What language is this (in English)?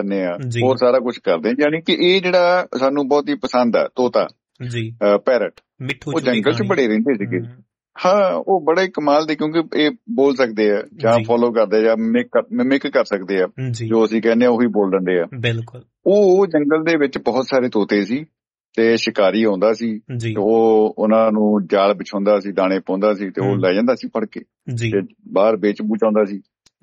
Punjabi